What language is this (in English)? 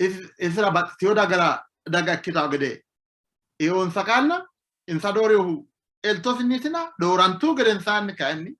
Sidamo